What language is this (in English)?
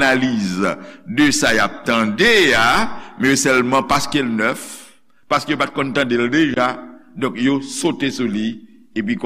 Haitian Creole